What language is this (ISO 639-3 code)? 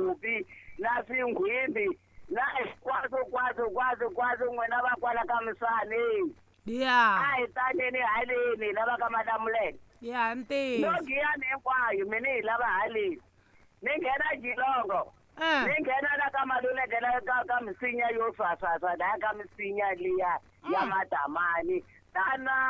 tso